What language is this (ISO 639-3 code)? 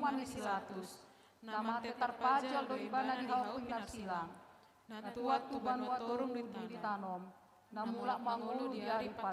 bbc